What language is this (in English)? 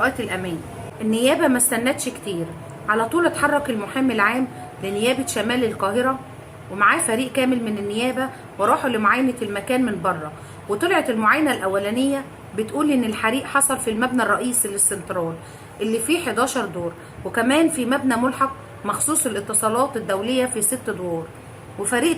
Egyptian Arabic